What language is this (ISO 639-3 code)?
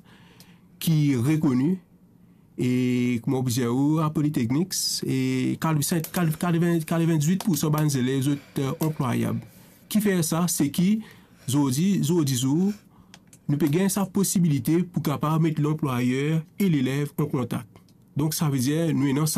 mfe